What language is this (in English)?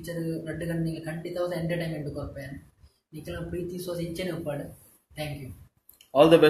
Tulu